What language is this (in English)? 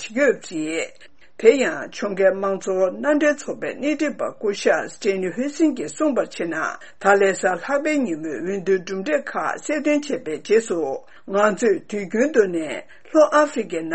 Tibetan